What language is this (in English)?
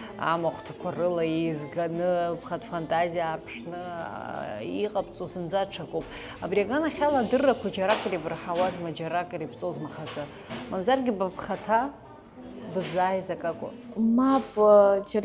Abkhazian